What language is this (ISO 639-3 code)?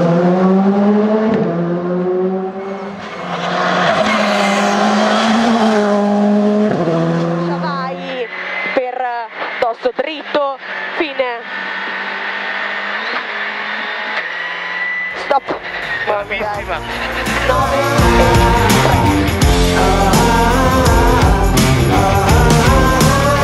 ita